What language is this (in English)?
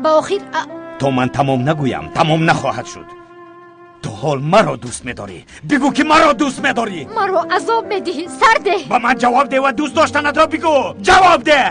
Tajik